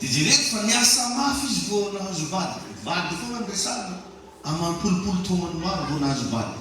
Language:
Malagasy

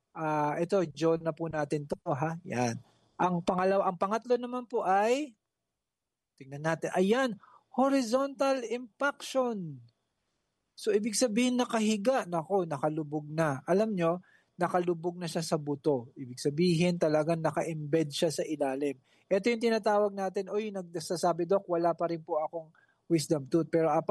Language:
Filipino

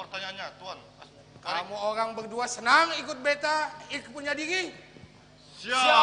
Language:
Banjar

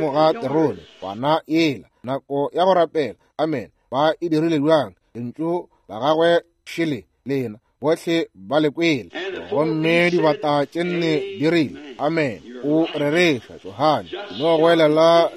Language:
Northern Sotho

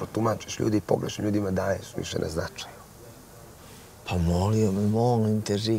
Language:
Croatian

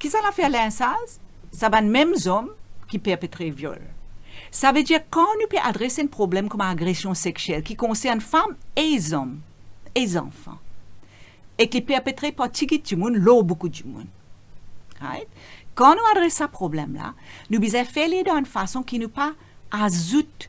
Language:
Morisyen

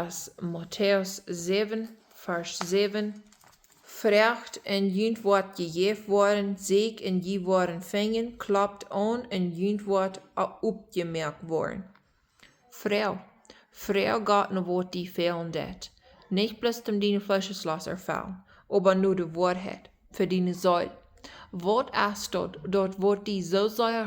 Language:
Plautdietsch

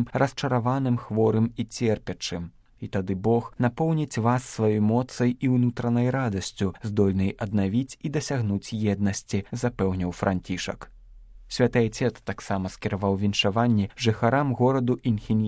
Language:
Belarusian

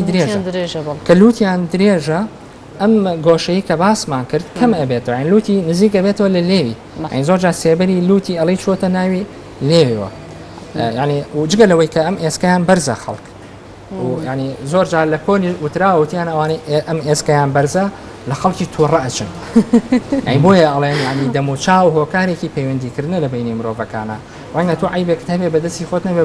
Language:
Central Kurdish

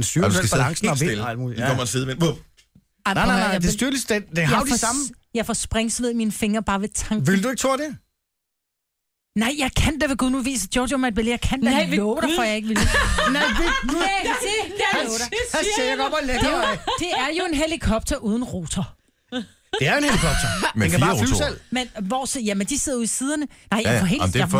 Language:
Danish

